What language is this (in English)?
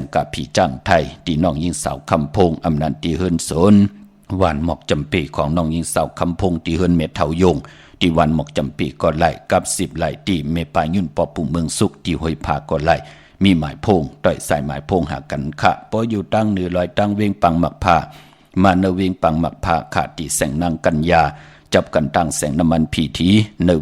Shan